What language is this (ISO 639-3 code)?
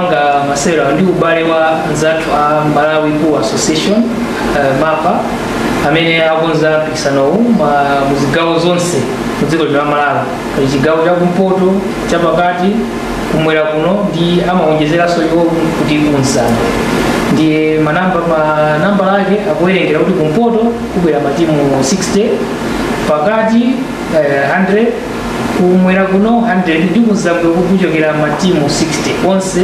nya